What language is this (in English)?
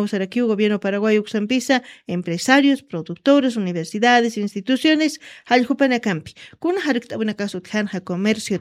Aymara